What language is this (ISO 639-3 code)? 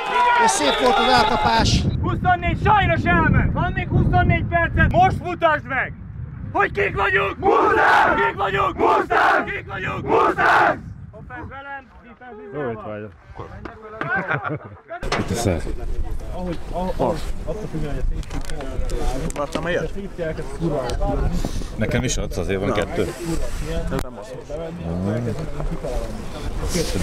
hun